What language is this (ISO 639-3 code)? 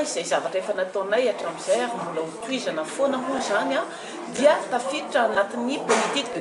mlg